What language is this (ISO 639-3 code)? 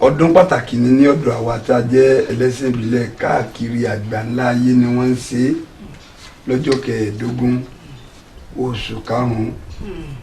yor